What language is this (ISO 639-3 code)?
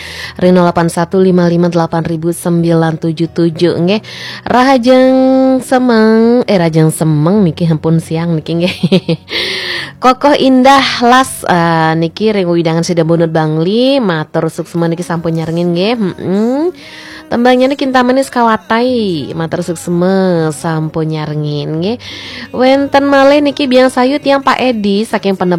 ban